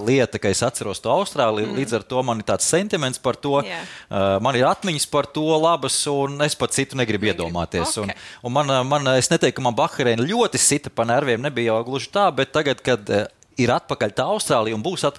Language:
Latvian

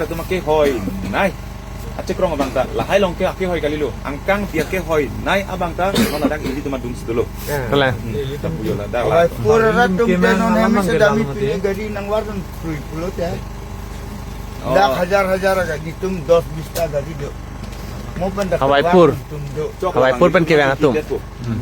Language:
Karbi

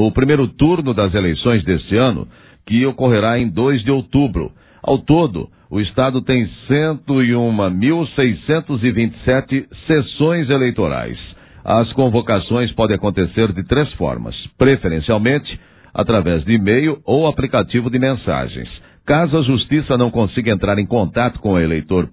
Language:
Portuguese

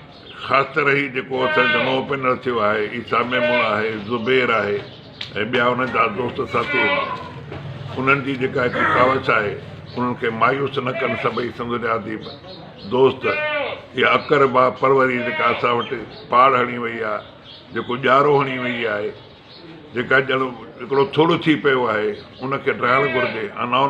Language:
Sindhi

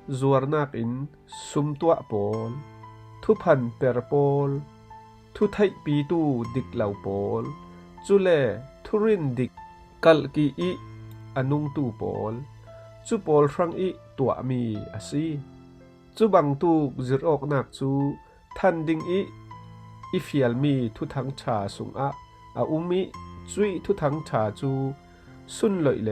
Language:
Falam Chin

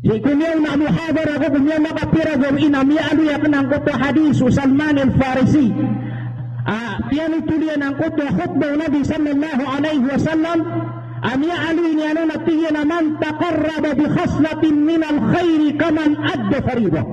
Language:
Maranao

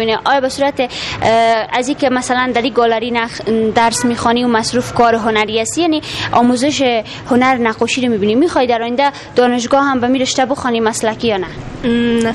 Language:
Persian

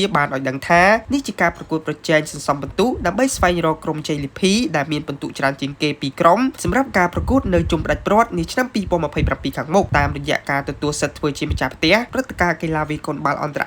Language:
Khmer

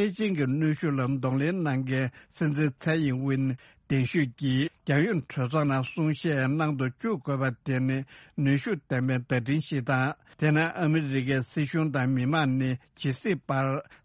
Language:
Tibetan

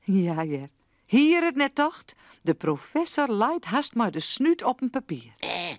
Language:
Western Frisian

